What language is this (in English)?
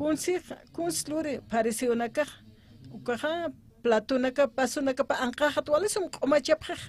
Aymara